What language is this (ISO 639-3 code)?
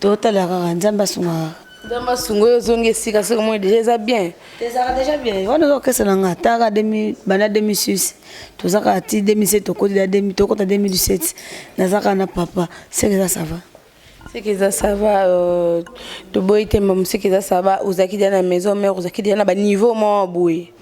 lin